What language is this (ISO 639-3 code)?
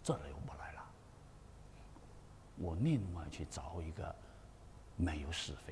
zho